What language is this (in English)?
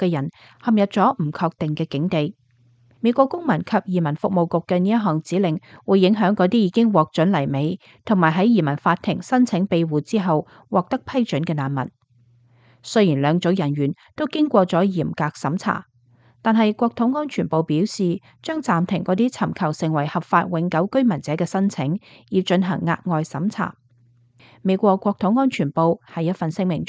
Cantonese